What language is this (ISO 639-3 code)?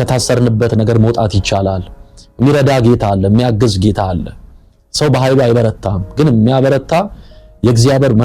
amh